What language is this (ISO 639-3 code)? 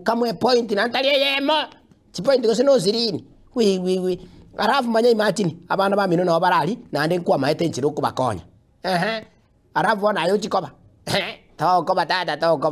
guz